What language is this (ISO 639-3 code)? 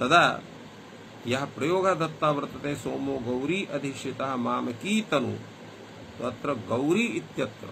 san